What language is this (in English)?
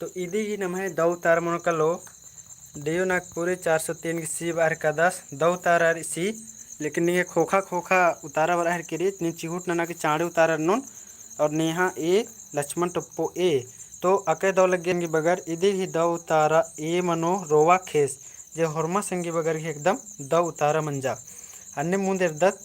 Kurukh